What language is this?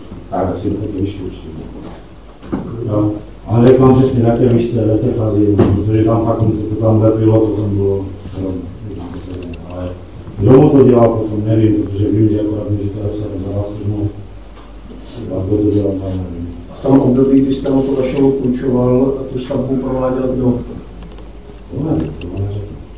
Czech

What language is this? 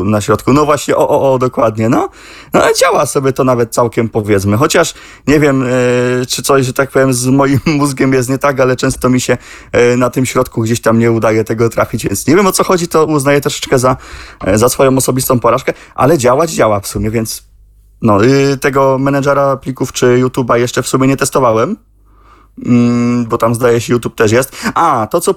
Polish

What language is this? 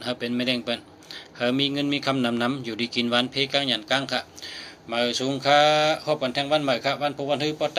Shan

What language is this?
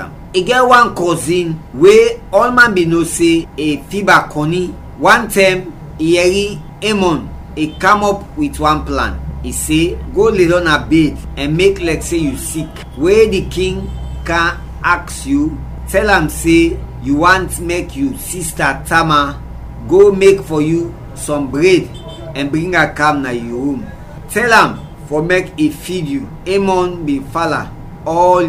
Krio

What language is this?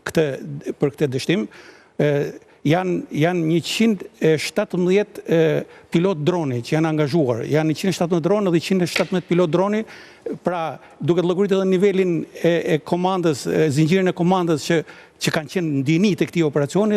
Albanian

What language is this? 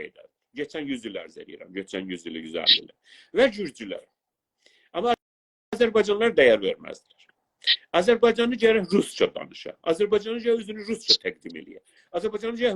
South Azerbaijani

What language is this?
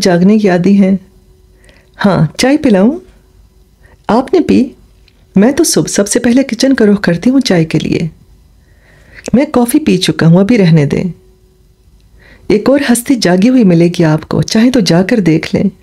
Urdu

